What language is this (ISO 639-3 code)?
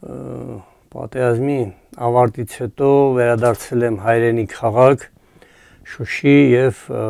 hye